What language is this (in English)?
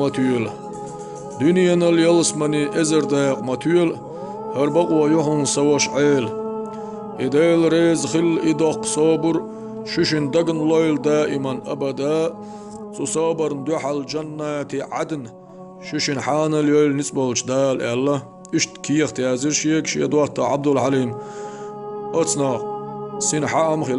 Chechen